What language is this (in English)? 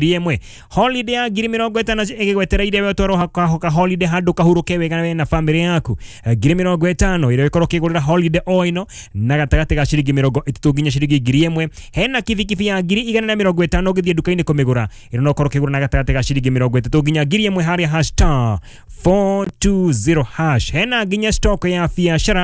Kikuyu